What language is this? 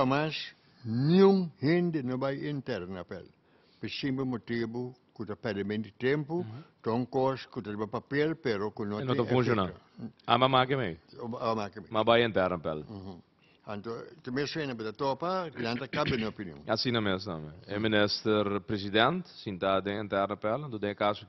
Papiamento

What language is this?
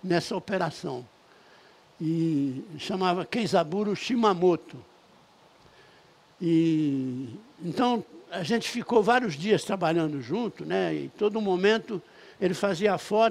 Portuguese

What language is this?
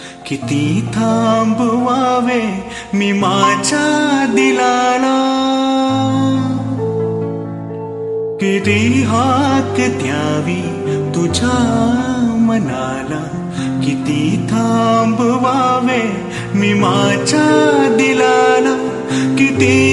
Marathi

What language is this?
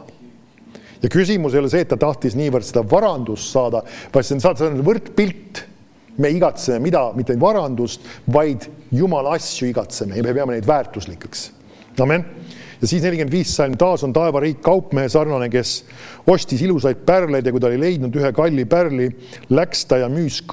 Estonian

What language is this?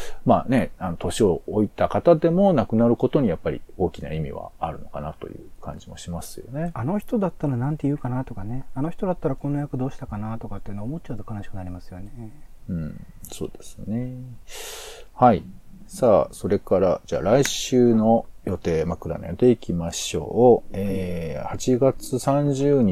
Japanese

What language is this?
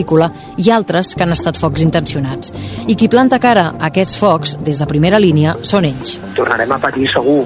Catalan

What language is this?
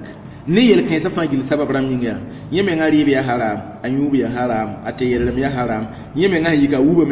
Mossi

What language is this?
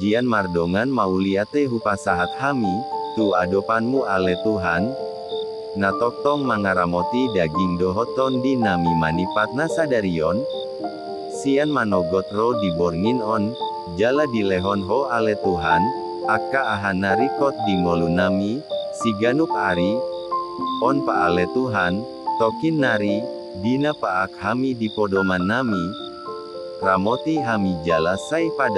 Batak Toba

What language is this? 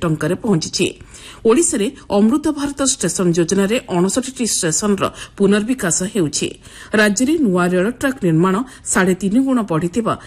Odia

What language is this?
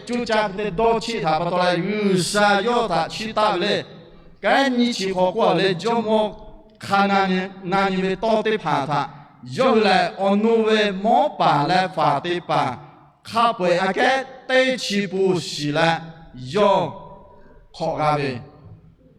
Lahu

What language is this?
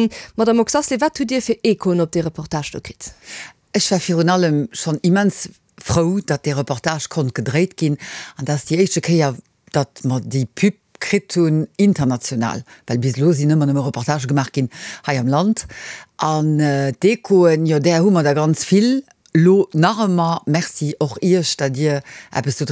Luxembourgish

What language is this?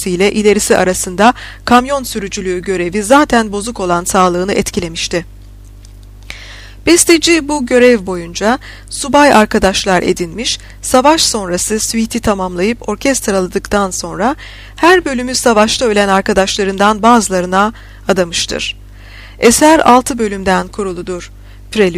Turkish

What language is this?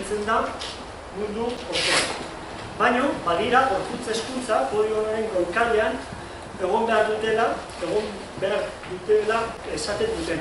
Basque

